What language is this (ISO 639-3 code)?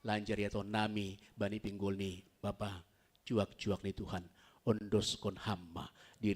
bts